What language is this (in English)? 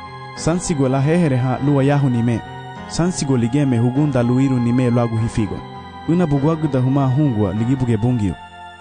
Garifuna